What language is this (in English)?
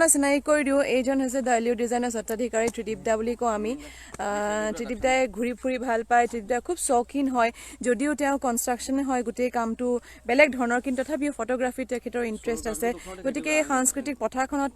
Assamese